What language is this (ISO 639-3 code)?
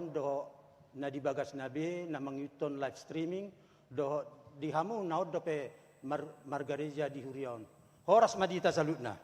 bbc